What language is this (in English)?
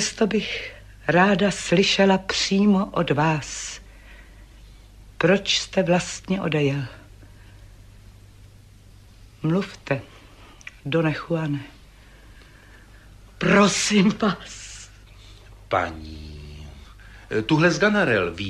Czech